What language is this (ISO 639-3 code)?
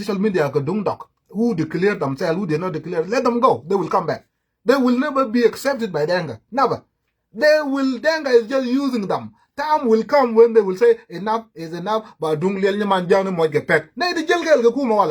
nus